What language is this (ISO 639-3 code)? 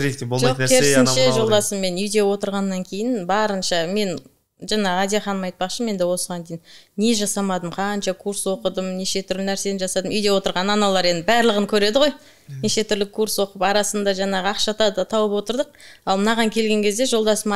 kaz